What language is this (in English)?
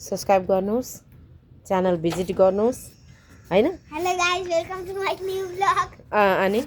Nepali